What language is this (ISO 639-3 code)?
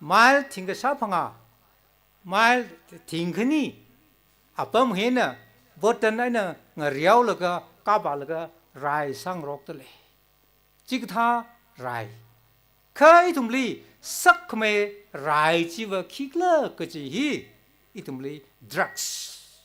nmf